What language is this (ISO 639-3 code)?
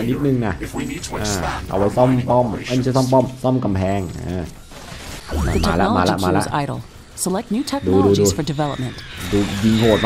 tha